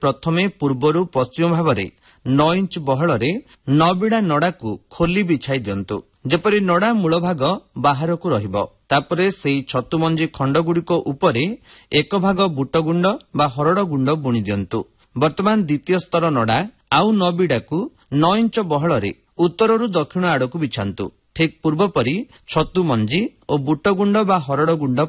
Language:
Odia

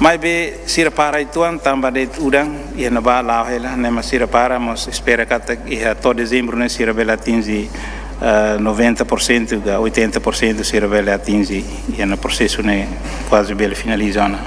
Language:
Tetum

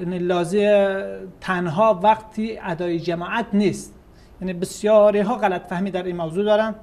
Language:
Persian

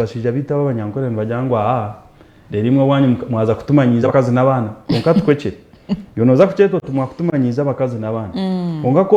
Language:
Nyankole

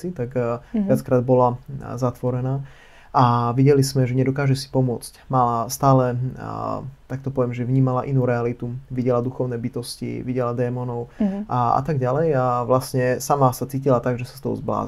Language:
Slovak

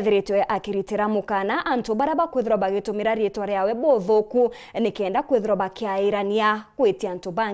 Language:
Meru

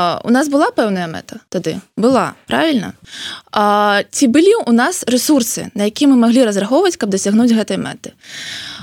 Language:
Belarusian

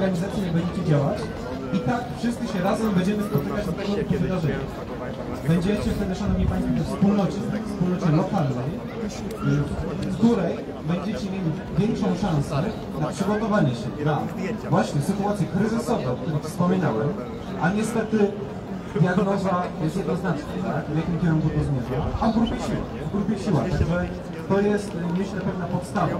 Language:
Polish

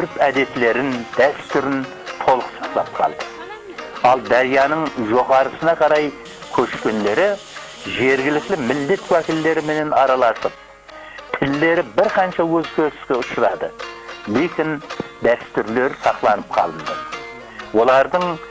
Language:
Kara-Kalpak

